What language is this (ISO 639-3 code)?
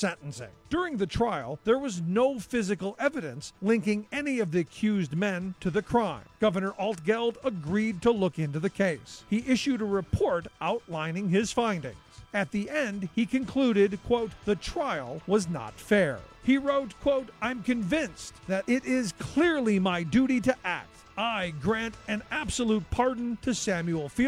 eng